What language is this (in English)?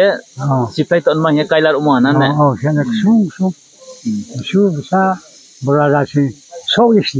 Riang (India)